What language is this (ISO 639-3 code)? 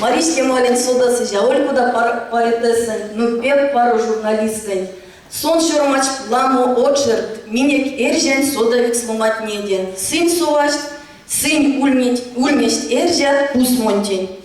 myv